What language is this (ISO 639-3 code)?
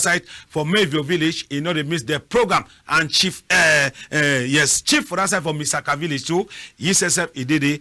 wes